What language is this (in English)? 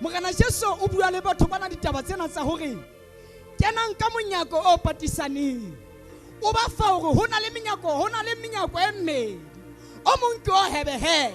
Southern Sotho